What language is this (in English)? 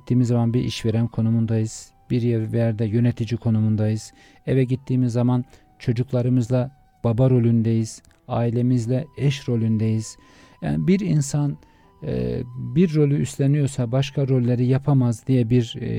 Turkish